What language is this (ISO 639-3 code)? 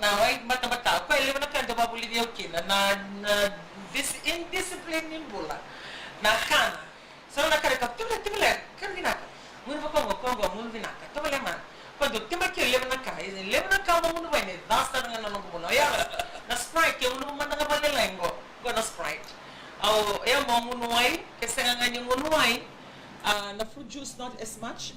fij